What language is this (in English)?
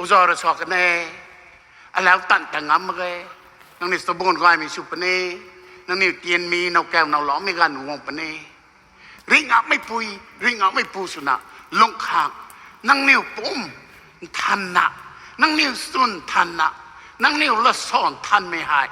Rongmei Naga